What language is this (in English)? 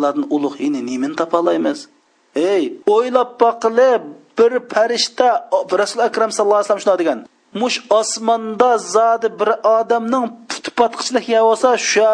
Uyghur